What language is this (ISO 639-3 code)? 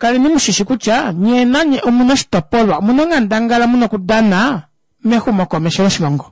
kua